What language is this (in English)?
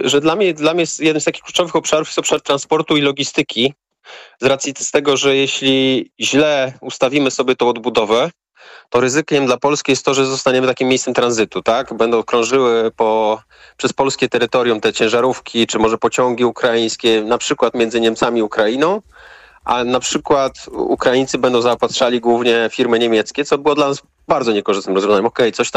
Polish